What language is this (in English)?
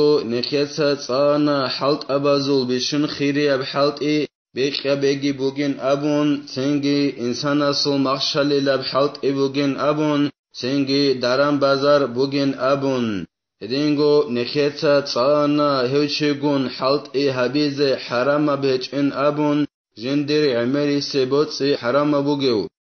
Avaric